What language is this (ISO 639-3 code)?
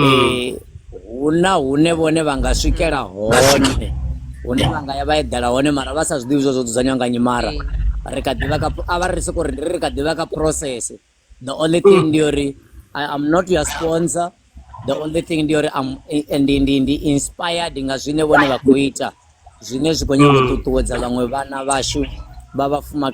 ven